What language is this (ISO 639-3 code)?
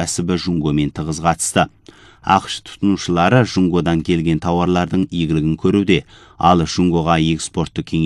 kaz